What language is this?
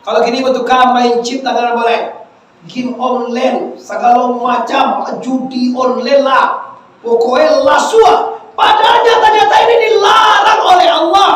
Minangkabau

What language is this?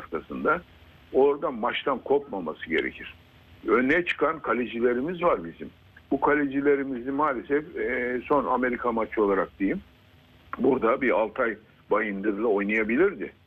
Turkish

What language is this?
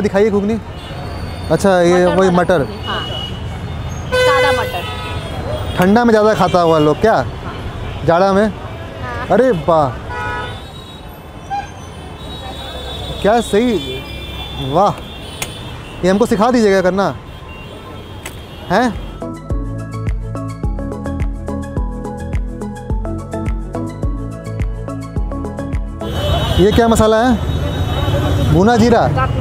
Hindi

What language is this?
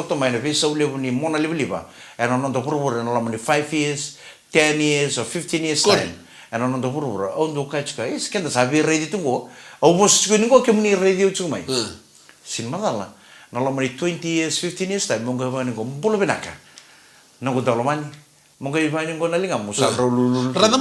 Fijian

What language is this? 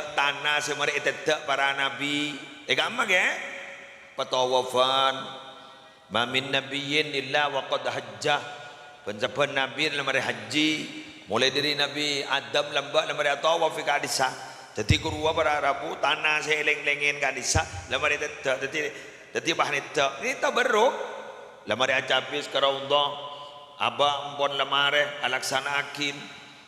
Madurese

